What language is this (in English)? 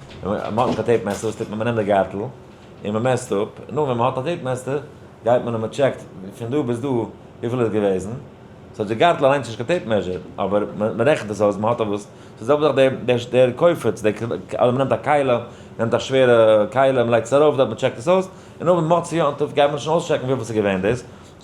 Yiddish